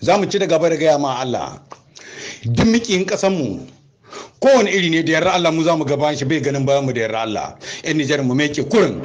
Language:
Hausa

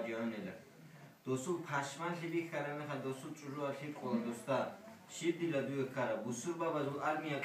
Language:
Avaric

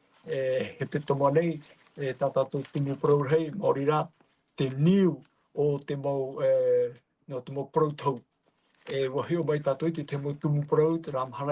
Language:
Tahitian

